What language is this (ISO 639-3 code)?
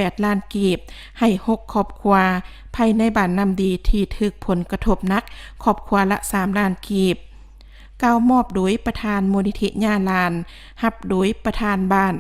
lao